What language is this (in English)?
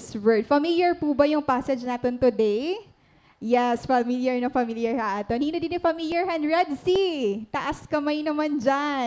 Waray